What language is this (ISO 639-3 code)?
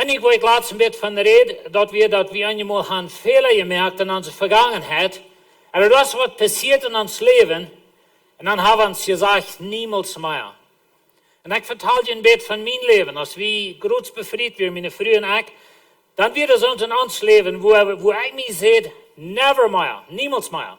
pdt